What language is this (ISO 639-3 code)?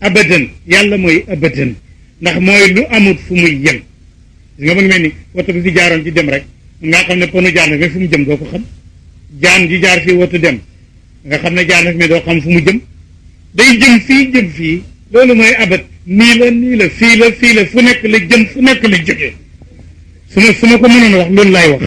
wol